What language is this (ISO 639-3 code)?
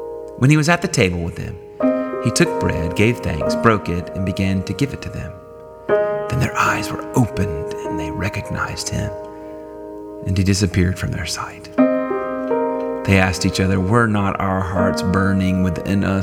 eng